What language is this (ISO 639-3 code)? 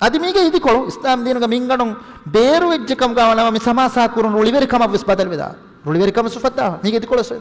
div